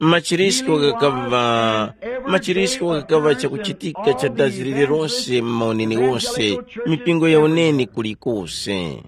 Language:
Tumbuka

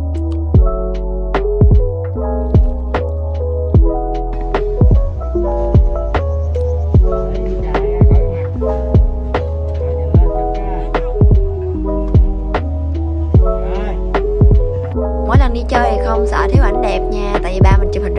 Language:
Vietnamese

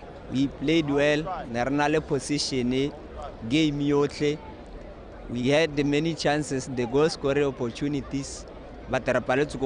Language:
Tswana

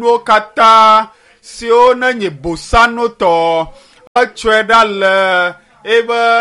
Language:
Ewe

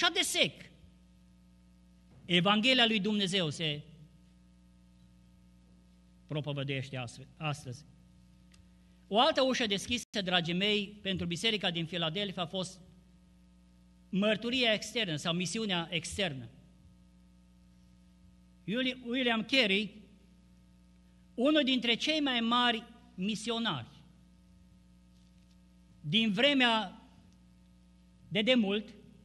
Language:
Romanian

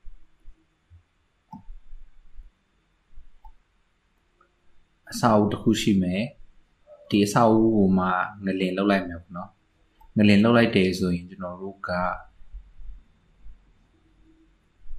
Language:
Burmese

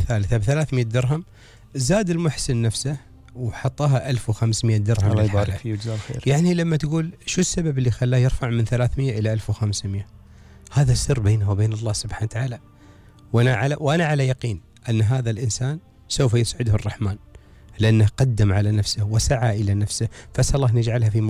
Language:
Gulf Arabic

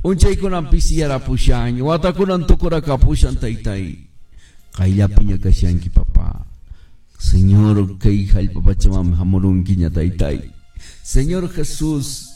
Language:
Quechua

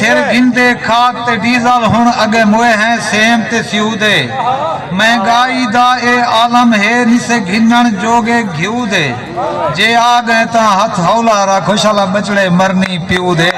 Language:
Saraiki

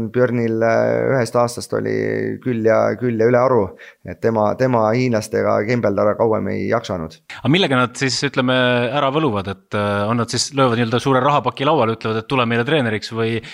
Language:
Estonian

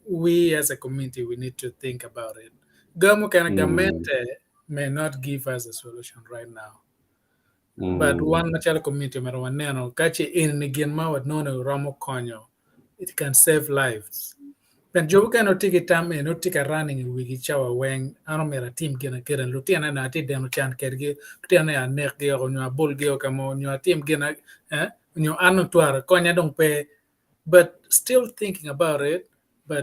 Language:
Acoli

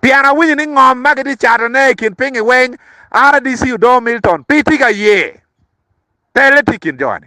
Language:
Acoli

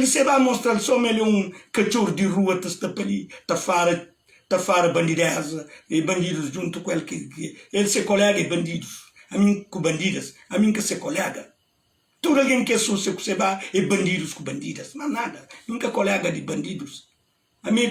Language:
Kabuverdianu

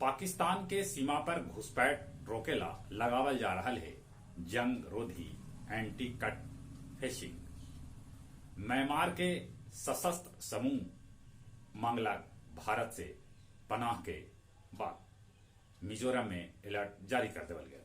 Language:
Magahi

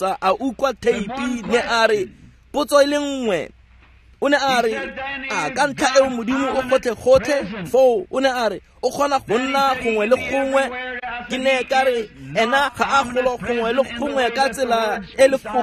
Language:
Tswana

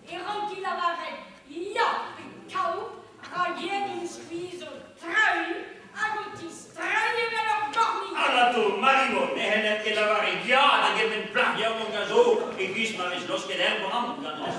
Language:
Breton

